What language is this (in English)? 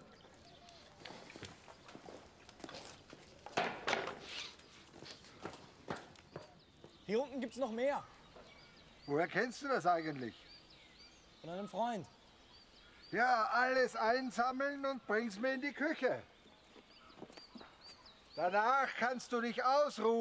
German